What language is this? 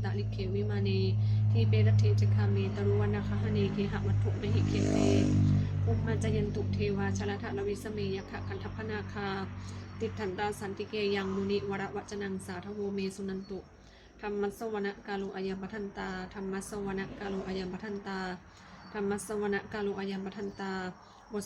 Pali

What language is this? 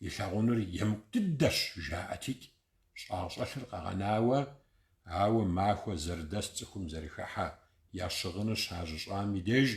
Kabardian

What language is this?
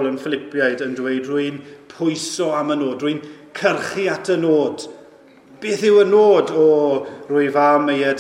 Welsh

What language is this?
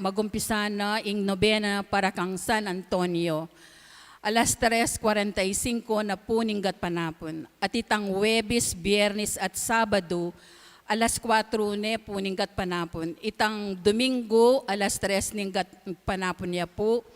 Pampanga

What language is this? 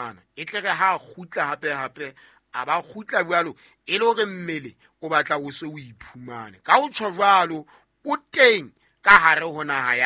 Southern Sotho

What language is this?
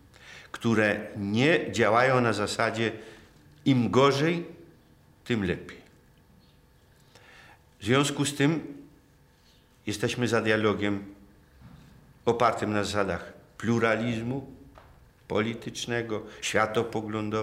Polish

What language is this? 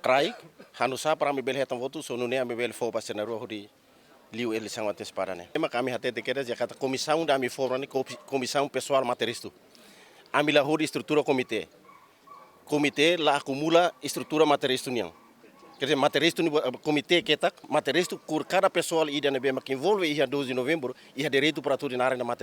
Tetum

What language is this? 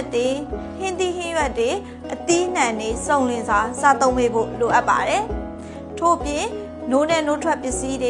Burmese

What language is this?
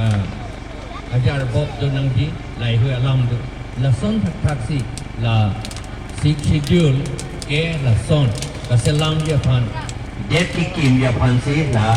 Karbi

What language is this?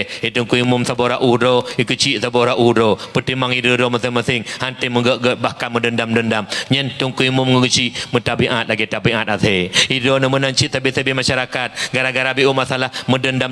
Achinese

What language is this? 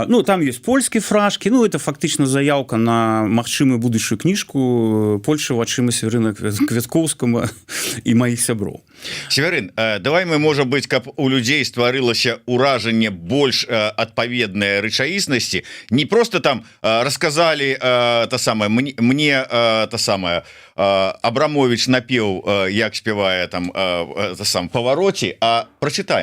Belarusian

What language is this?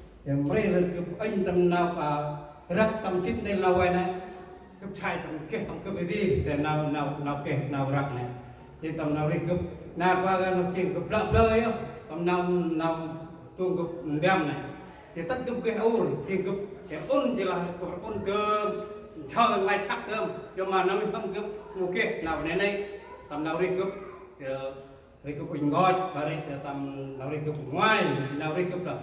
Central Mnong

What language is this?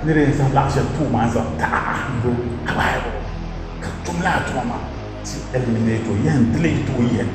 Dagbani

